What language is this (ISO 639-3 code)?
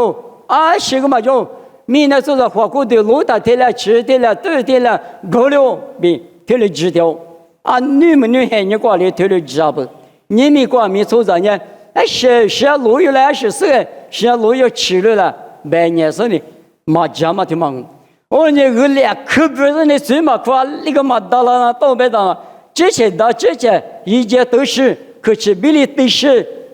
lis